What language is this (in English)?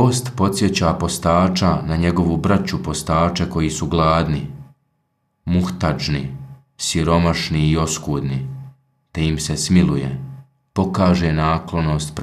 Bosnian